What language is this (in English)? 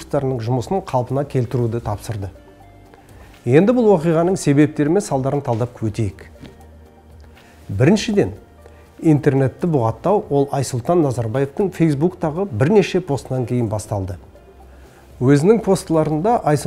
Kazakh